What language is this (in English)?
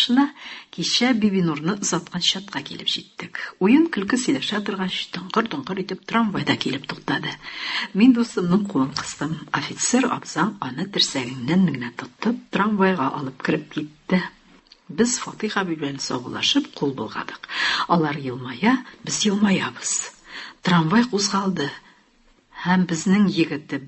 Tatar